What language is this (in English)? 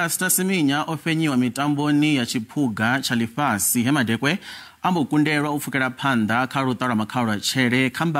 Venda